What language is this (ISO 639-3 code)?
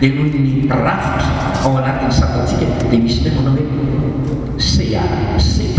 mlg